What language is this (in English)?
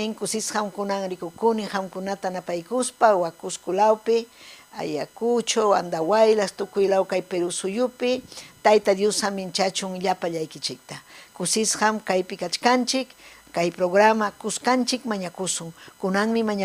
Ayacucho Quechua